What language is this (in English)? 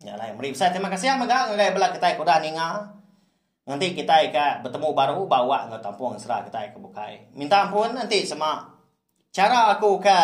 Iban